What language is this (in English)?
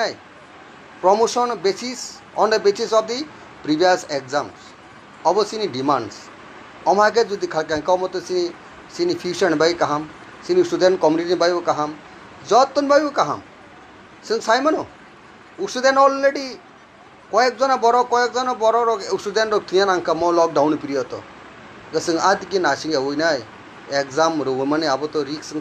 Kok Borok